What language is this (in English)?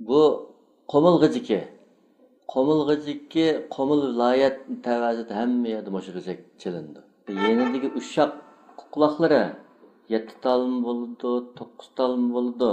Uyghur